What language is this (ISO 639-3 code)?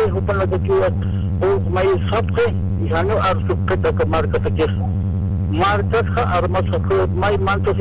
aym